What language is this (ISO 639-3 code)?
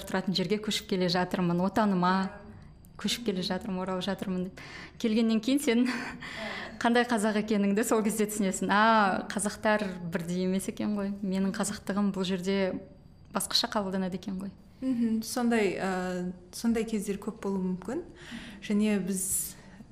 kaz